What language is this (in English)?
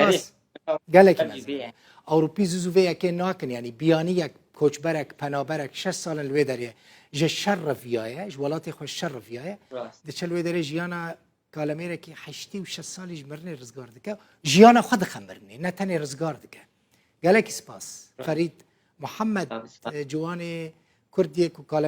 Kurdish